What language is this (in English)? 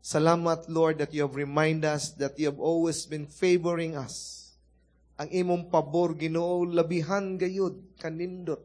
Cebuano